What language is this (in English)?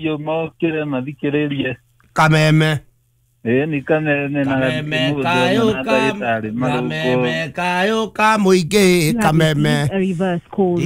Kikuyu